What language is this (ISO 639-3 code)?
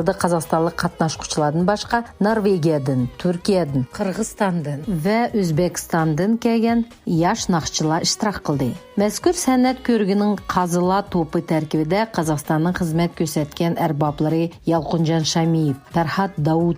uig